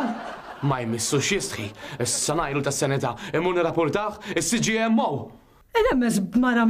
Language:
Maltese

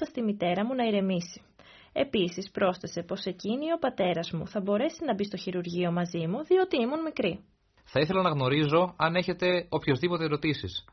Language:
Greek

